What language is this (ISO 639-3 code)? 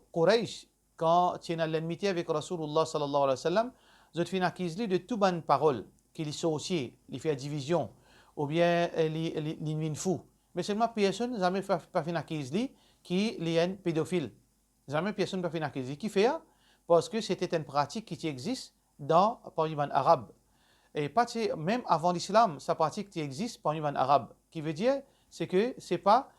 mfe